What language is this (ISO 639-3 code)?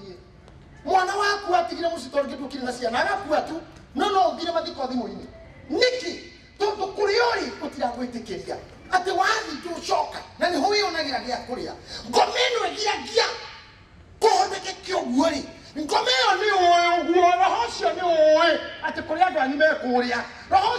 kik